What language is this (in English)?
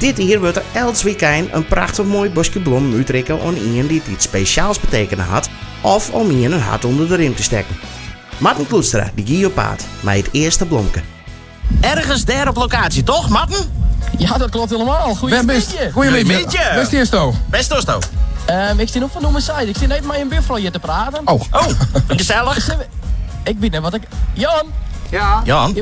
Western Frisian